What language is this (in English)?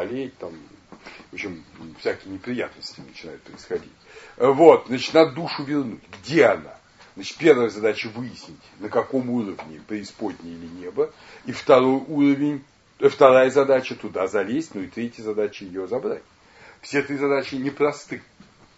Russian